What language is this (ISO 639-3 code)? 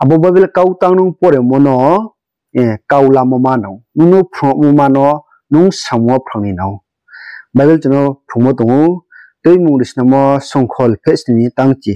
ria